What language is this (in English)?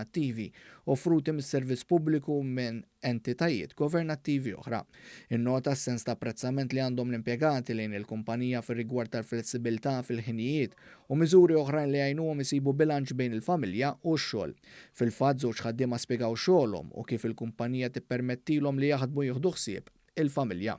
Maltese